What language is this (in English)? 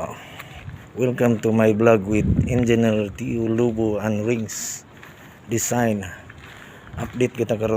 Cebuano